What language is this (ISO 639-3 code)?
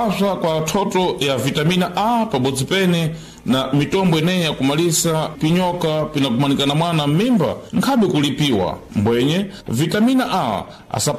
seh